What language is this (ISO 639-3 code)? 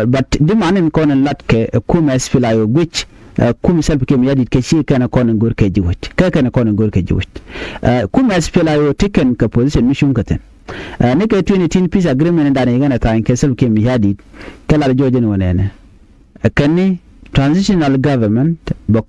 nus